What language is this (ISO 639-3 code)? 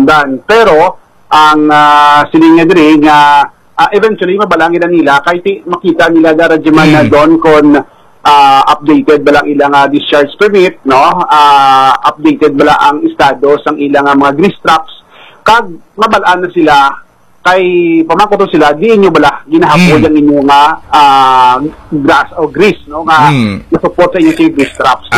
hil